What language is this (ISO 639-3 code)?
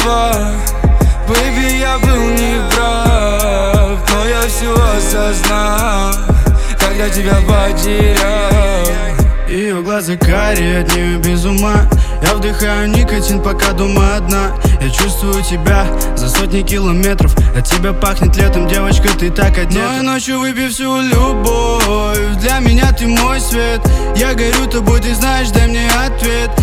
rus